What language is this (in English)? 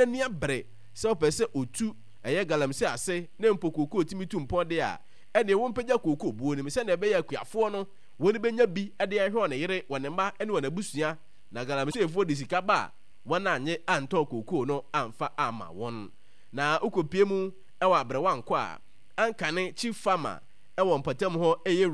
Akan